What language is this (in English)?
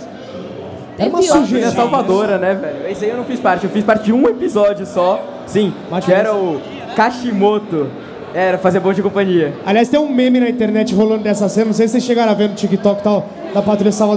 Portuguese